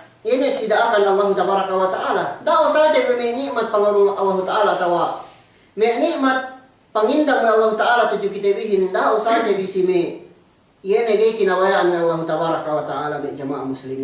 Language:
Yakan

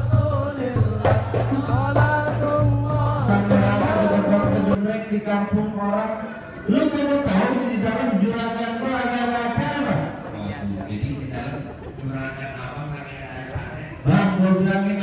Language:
Betawi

